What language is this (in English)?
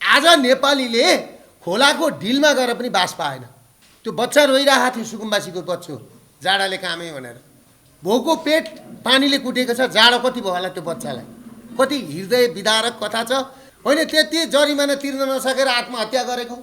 Nepali